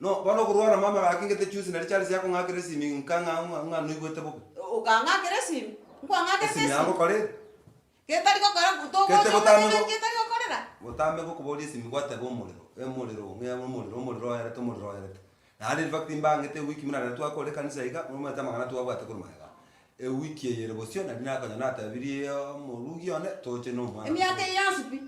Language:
Gusii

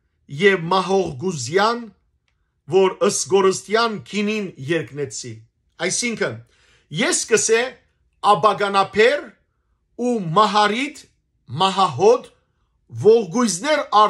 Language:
Western Armenian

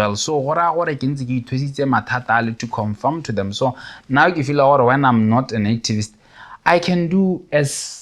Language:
Tswana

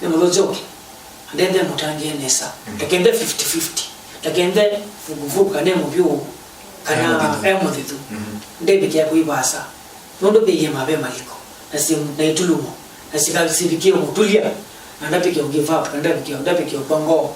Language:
Kamba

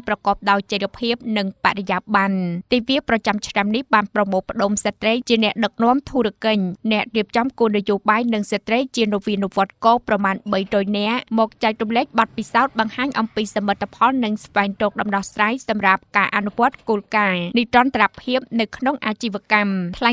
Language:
Khmer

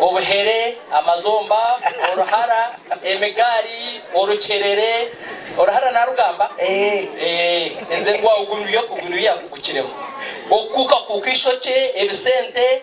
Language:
Nyankole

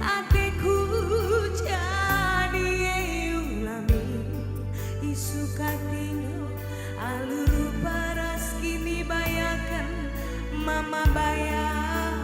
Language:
Batak Karo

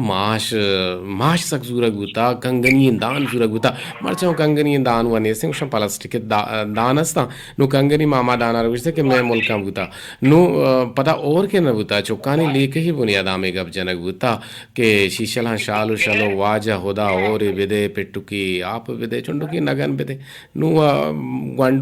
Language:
Eastern Balochi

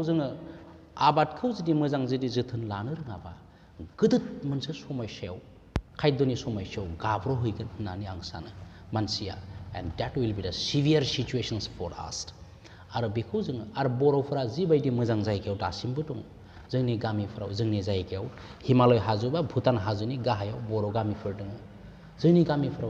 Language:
Bodo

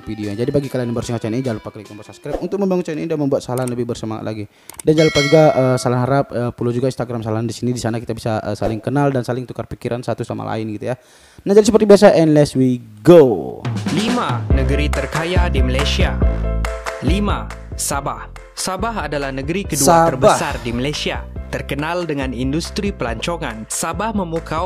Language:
Malay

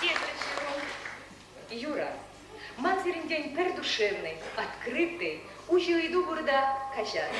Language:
Chuvash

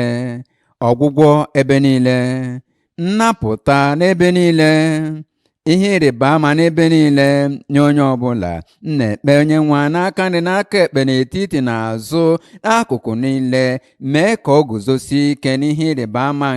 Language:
Igbo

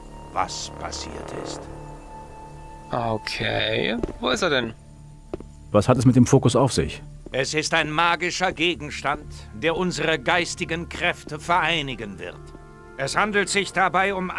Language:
German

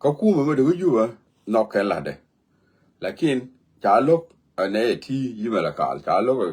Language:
Nuer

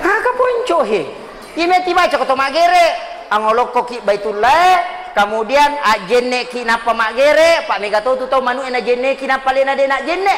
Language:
Buginese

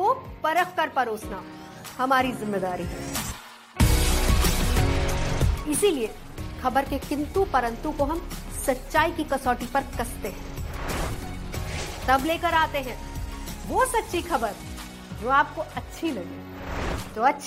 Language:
Hindi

